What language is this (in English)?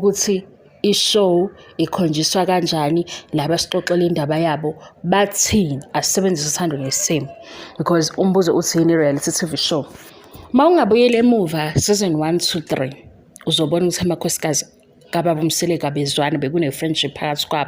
Zulu